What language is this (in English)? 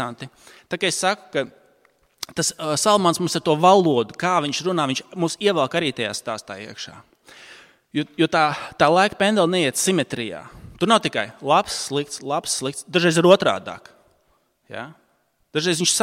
Latvian